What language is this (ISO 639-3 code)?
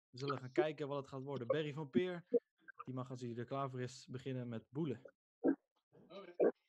nld